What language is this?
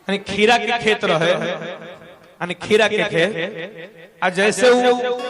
Magahi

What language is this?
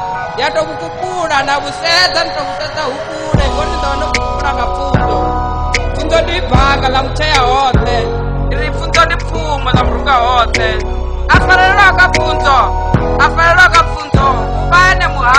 Venda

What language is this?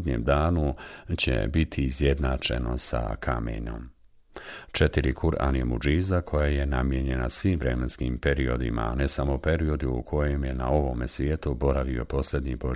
Bosnian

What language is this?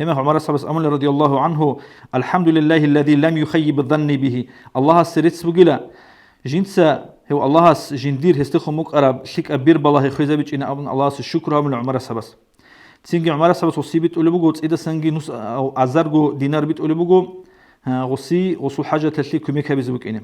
Avaric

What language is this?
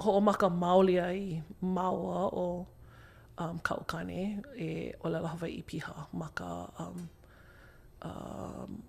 Hawaiian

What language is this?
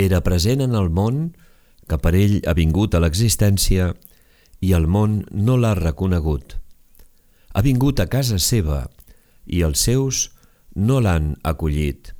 Catalan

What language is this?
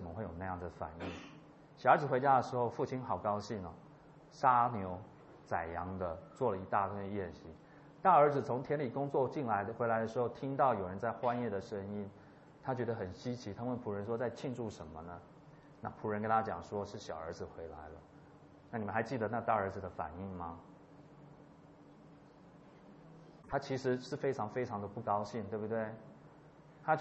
Chinese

